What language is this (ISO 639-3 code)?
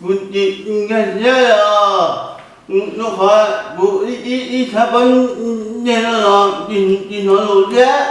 hmn